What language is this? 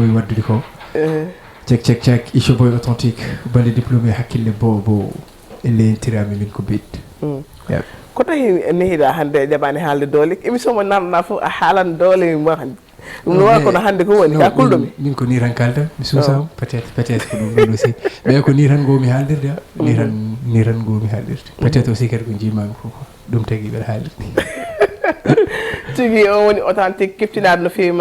Fula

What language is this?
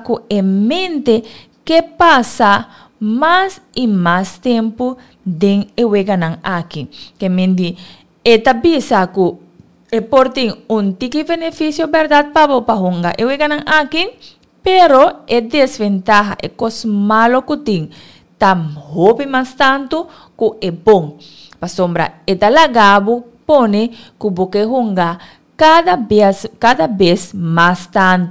Papiamento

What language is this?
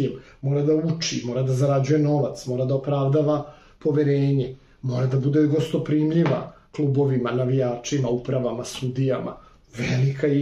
Serbian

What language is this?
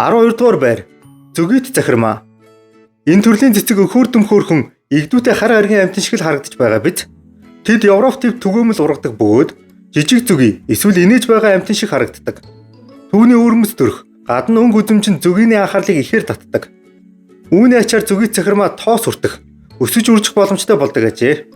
Mongolian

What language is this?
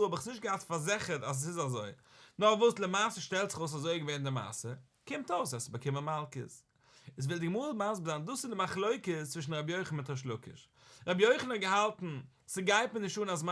Yiddish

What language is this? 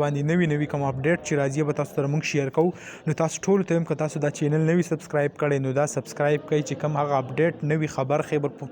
Pashto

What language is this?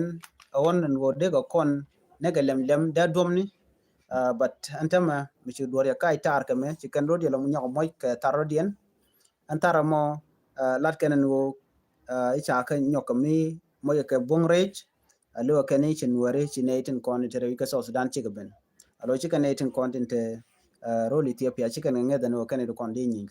Nuer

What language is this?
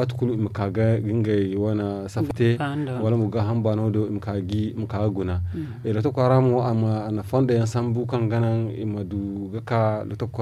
Zarma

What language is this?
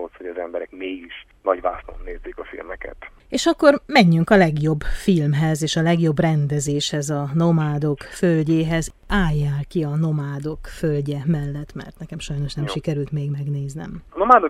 Hungarian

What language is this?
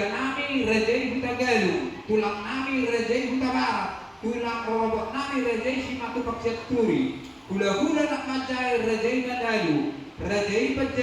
Batak Toba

